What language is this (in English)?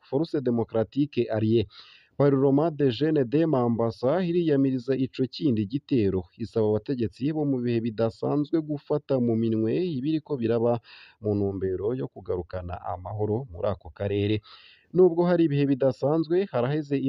Rundi